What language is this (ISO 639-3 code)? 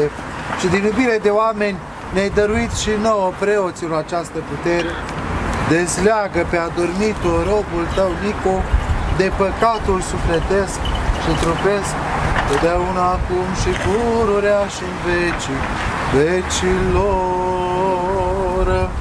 ron